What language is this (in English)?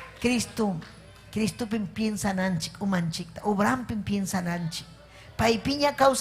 Ayacucho Quechua